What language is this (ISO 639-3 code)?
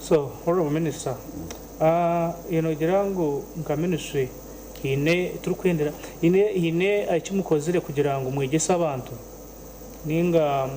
nyn